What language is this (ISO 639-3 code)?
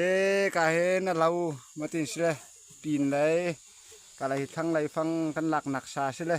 cfm